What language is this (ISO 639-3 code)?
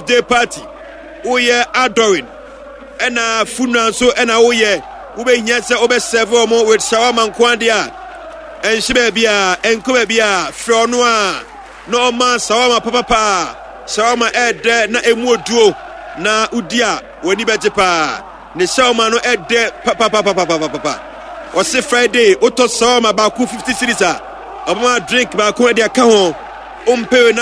aka